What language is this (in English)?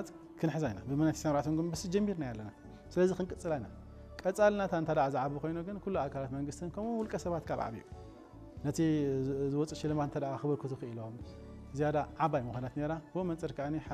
Tigrinya